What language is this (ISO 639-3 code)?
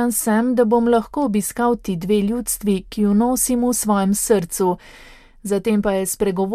slv